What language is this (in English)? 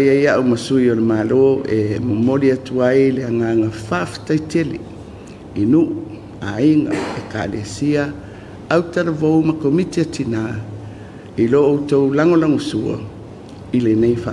Samoan